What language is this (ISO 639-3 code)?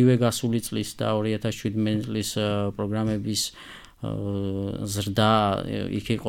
kat